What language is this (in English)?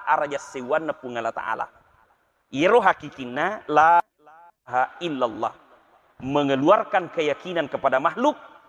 Buginese